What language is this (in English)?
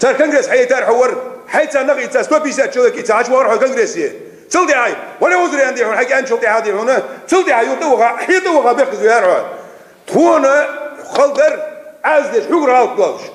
Ingush